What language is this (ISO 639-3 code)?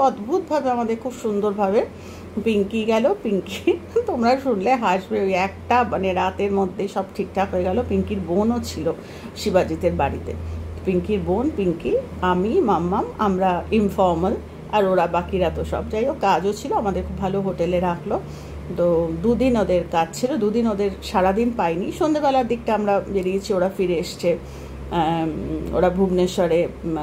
ben